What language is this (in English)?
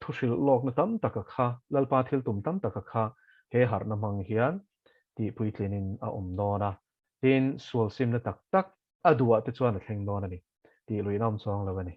Mizo